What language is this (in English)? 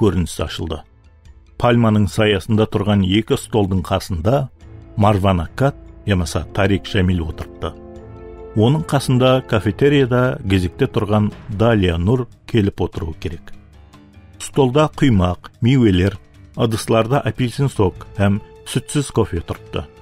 Kara-Kalpak